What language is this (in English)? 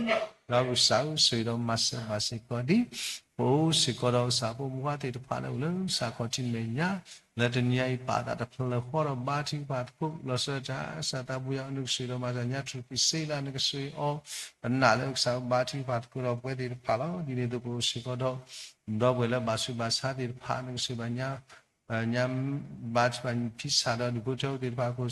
S'gaw Karen